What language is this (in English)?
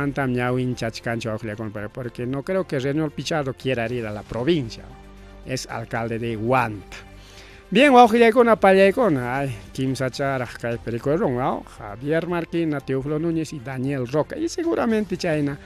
Ayacucho Quechua